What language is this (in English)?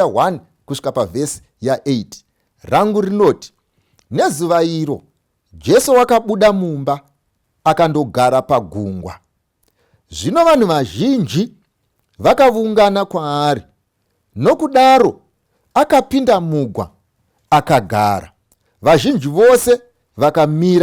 Shona